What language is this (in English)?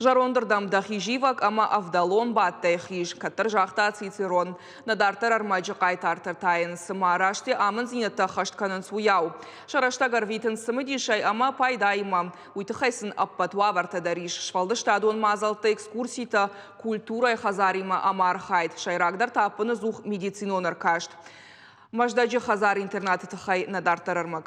Ossetic